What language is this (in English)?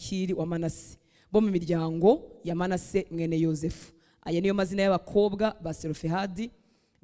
Kinyarwanda